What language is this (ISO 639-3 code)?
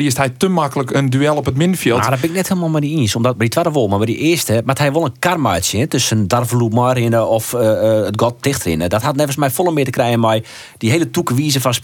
fry